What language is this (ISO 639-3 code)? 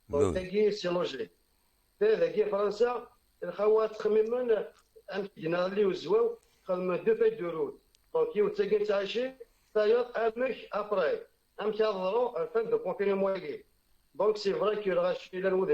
kab